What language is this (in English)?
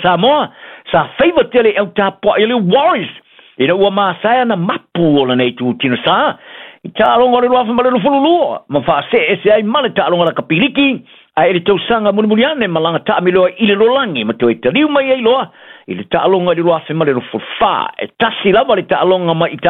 Samoan